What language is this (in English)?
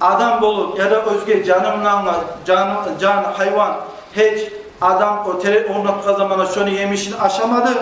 Kumyk